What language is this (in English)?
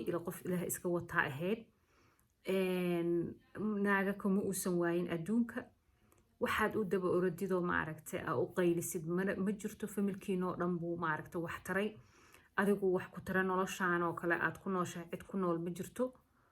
Somali